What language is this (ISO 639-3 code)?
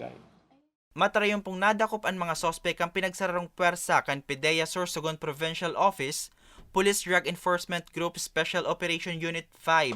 bik